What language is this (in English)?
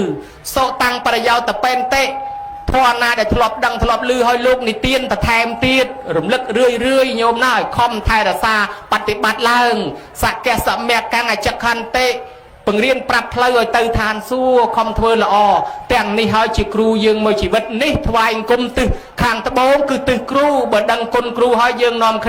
Khmer